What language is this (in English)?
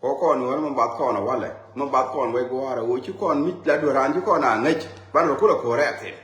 Nuer